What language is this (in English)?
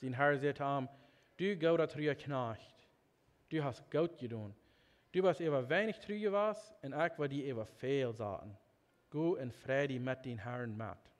Plautdietsch